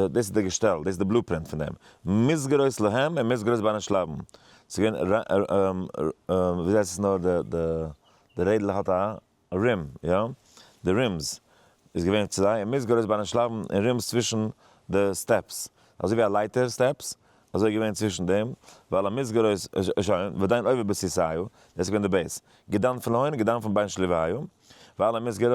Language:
Yiddish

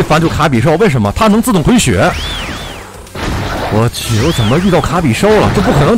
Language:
Chinese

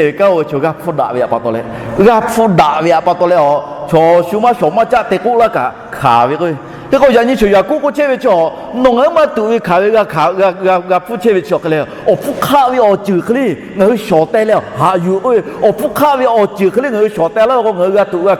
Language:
Lahu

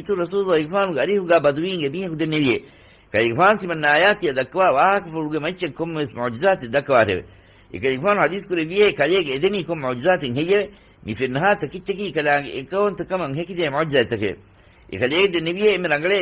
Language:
Divehi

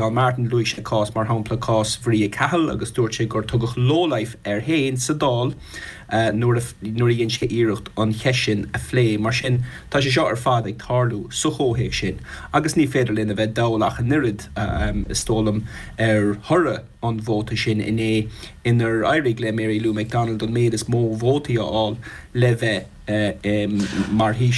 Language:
Irish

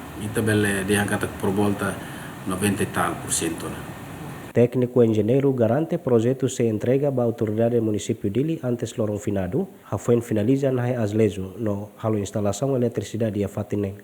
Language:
Tetum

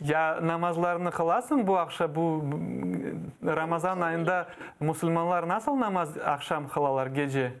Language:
Crimean Tatar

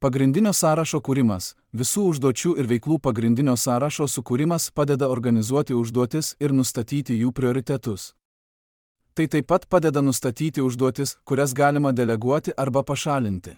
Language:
Lithuanian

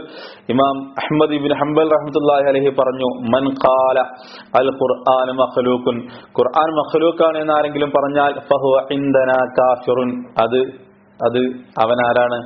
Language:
Malayalam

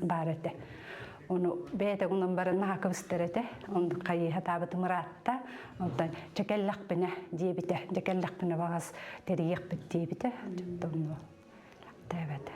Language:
Yakut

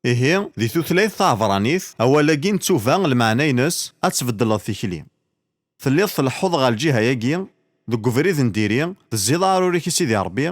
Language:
Kabyle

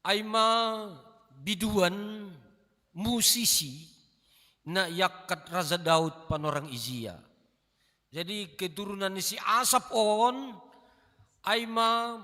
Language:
Batak Simalungun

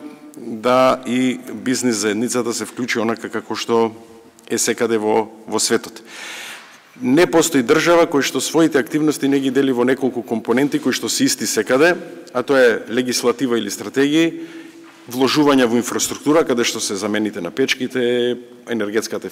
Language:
Macedonian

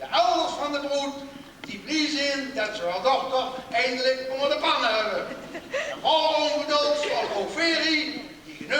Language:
Limburgish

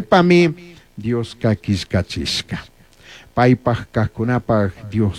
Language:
Chimborazo Highland Quichua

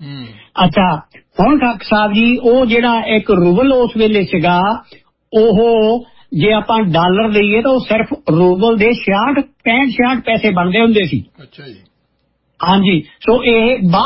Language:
Punjabi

